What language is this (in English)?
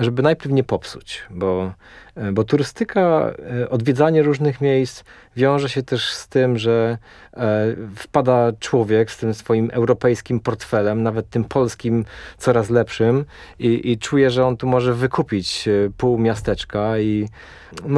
Polish